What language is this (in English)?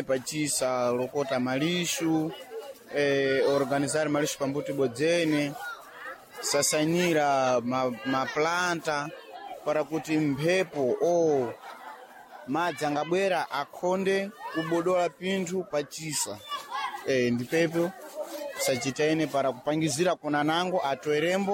Sena